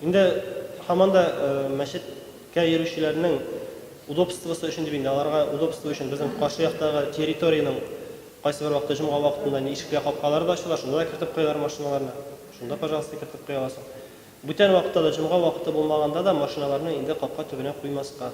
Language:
Tatar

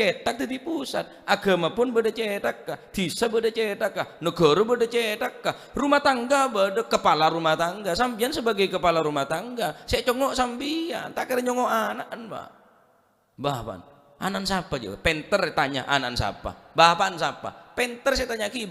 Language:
Madurese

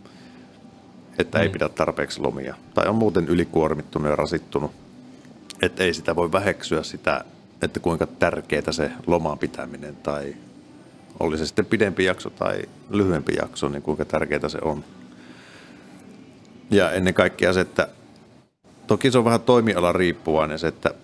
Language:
Finnish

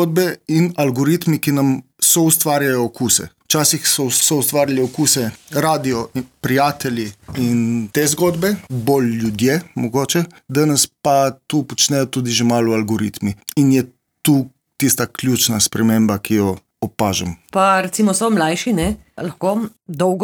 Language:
Slovenian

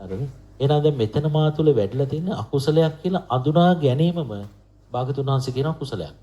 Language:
Sinhala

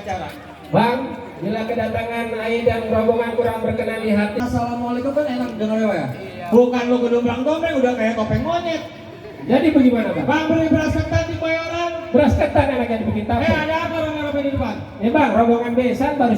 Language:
Betawi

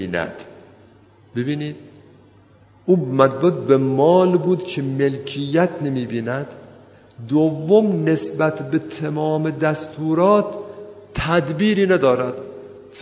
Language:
Persian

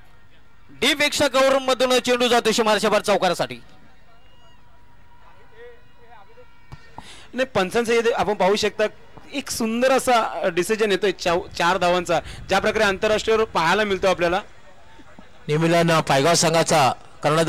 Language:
Marathi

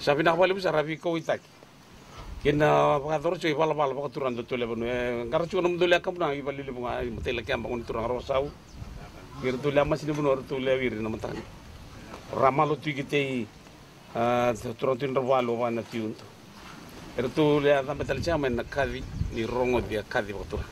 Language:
Fijian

